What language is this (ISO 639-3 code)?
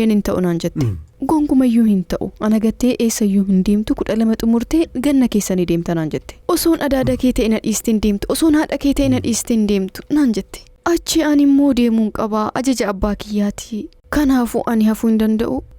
orm